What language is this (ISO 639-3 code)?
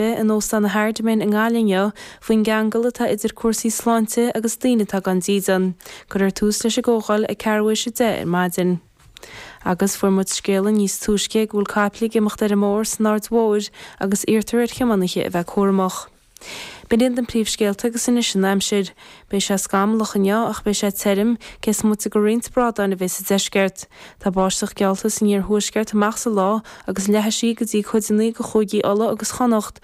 gle